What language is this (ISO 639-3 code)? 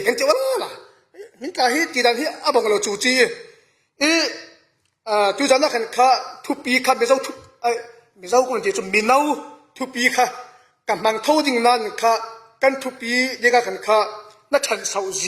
cfm